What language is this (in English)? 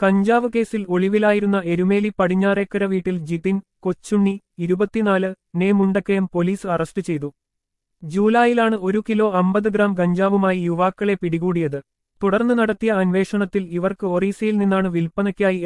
Malayalam